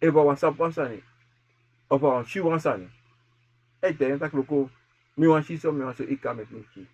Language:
Sranan Tongo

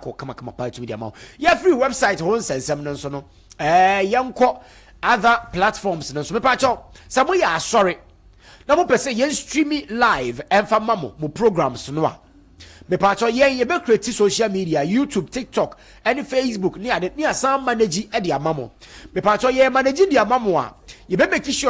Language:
Akan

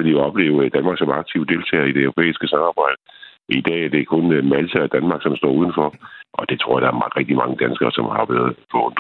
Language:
Danish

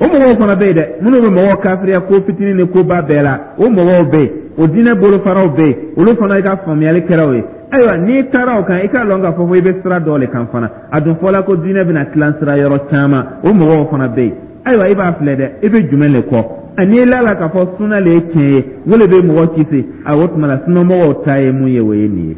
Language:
Dyula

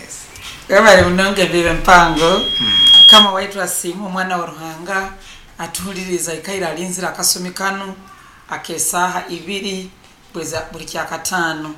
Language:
Nyoro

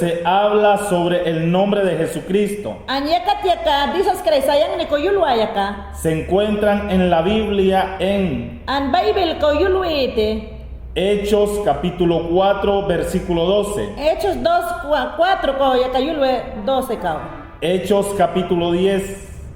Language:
Mayangna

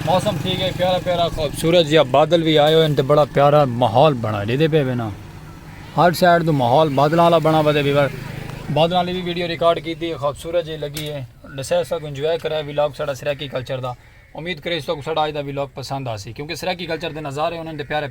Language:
Saraiki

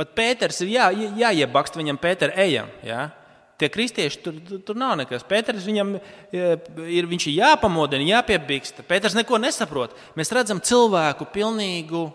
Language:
Latvian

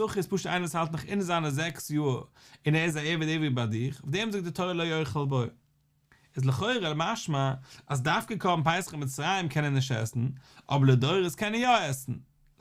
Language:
Yiddish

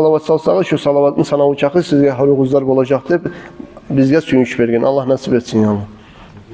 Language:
Kumyk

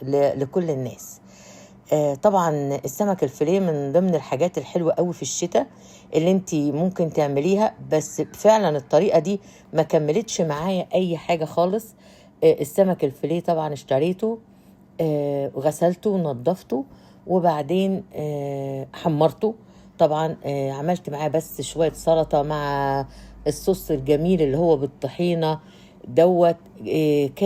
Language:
Egyptian Arabic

